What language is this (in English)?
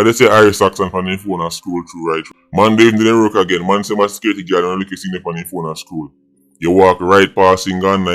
Jamaican Creole English